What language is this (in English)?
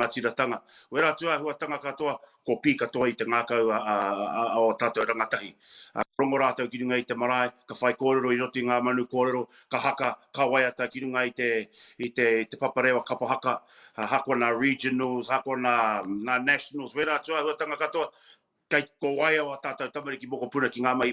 Māori